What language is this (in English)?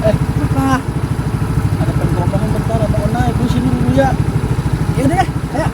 Betawi